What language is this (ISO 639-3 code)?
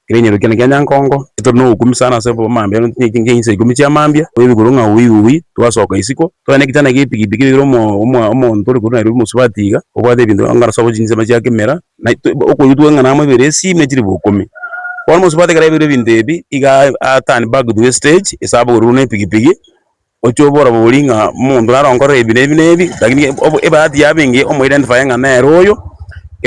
guz